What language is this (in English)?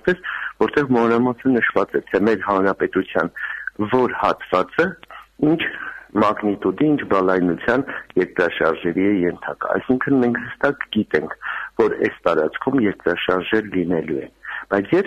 Armenian